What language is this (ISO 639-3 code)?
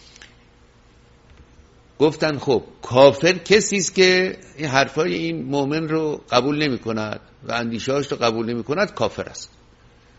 fas